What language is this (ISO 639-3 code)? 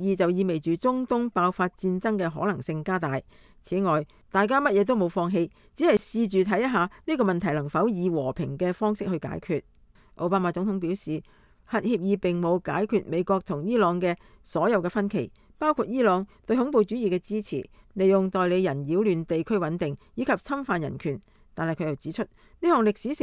yue